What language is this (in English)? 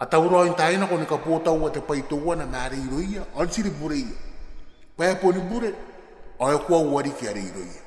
Gilbertese